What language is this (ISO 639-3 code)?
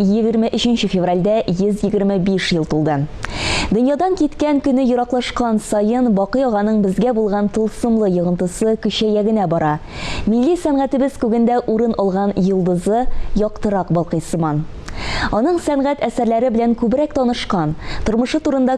tat